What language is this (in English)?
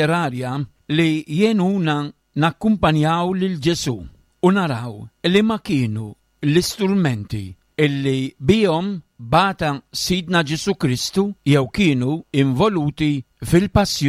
Maltese